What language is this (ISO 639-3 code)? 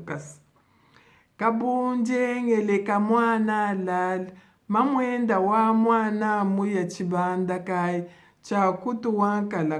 lua